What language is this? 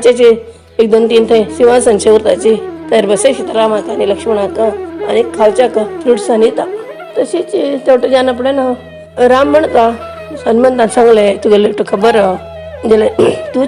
Konkani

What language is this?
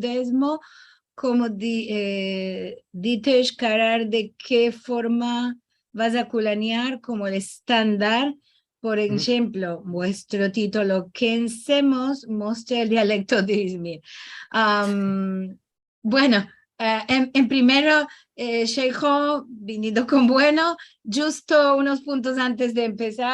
Ladino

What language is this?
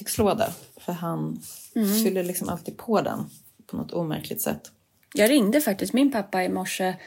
Swedish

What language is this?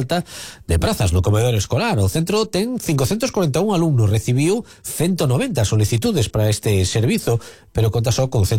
Galician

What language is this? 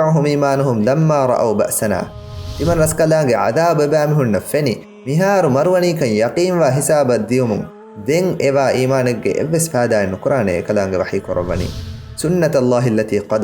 Divehi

